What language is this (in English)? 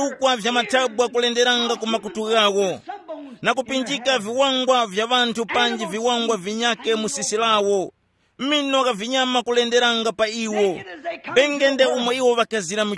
Tumbuka